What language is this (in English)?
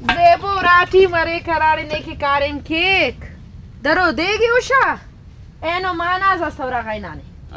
Brahui